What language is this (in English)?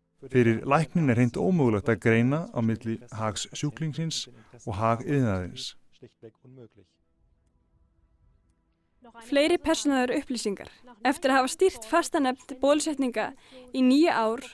Icelandic